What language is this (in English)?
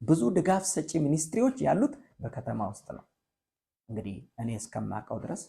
Amharic